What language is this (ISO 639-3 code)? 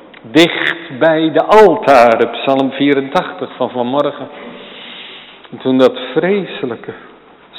nld